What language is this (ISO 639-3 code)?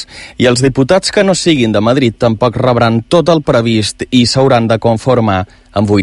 cat